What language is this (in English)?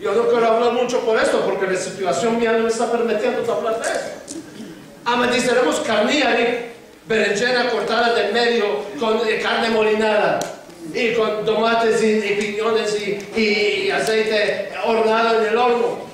Ladino